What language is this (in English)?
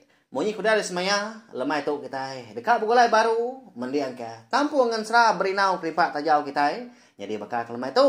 Iban